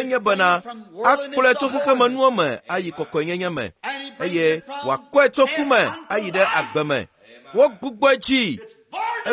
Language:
Ewe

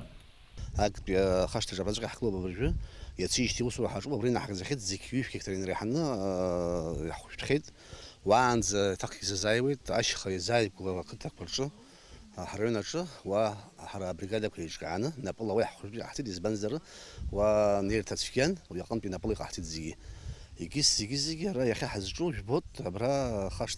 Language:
Abkhazian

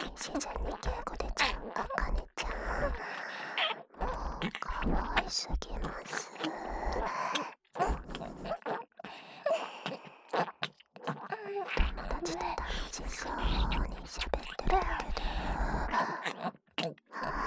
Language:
Japanese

